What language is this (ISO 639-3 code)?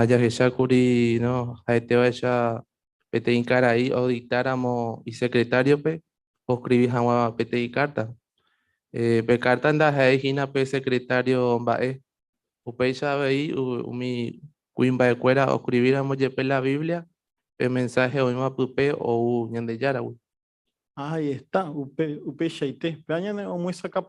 grn